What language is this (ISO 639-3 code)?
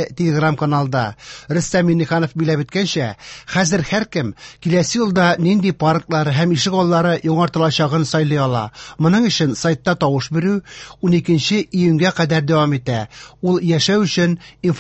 tat